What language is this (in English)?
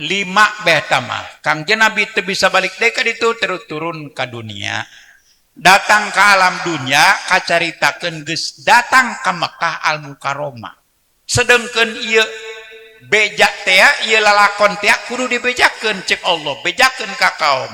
Sundanese